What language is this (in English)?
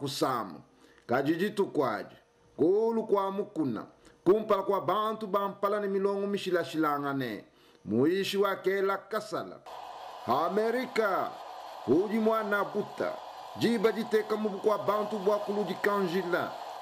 Luba-Lulua